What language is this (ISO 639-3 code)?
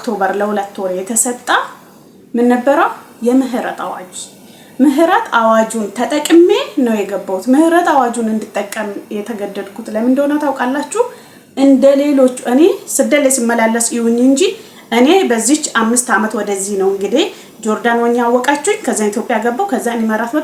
amh